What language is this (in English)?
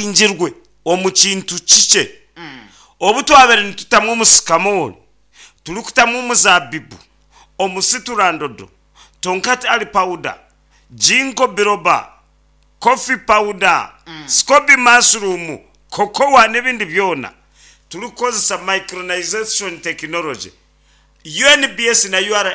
Nyankole